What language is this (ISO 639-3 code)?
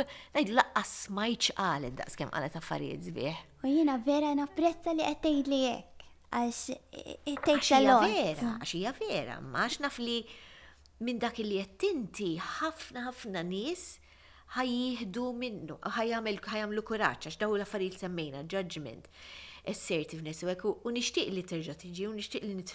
mlt